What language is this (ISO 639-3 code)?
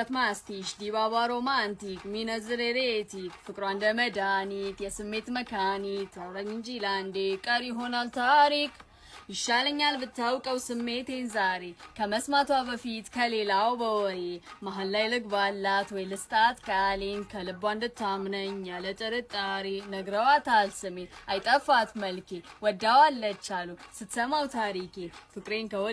amh